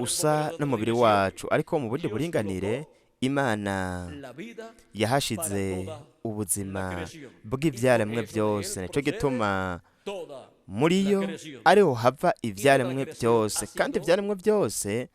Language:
Rundi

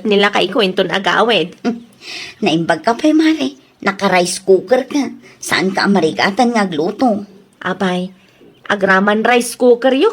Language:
Iloko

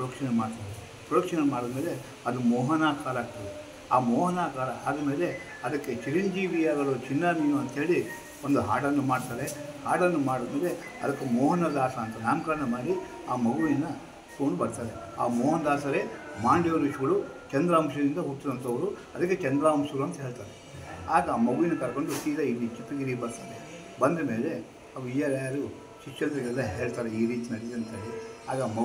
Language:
Kannada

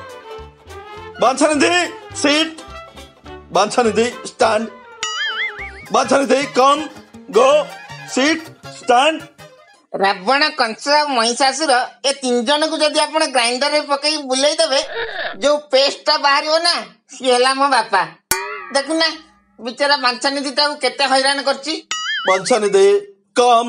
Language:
Odia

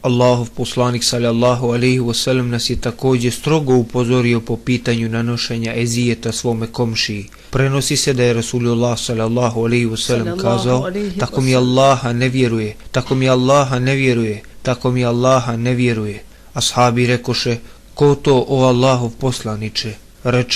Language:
Bosnian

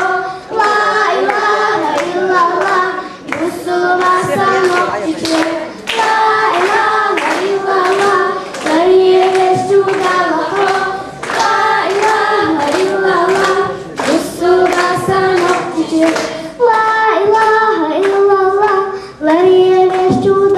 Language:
Chechen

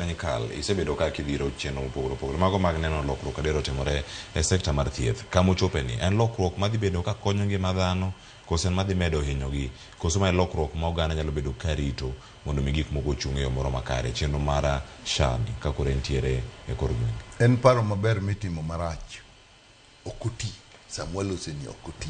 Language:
Luo (Kenya and Tanzania)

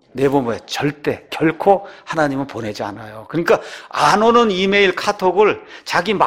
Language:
Korean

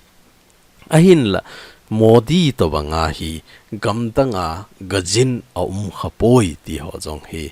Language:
Thado Chin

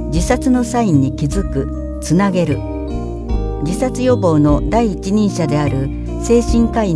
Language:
Japanese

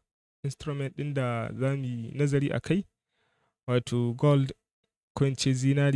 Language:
Hausa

